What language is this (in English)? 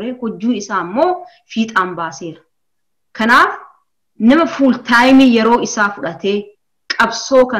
Oromo